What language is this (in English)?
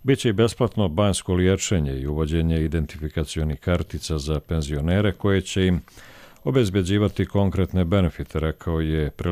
Croatian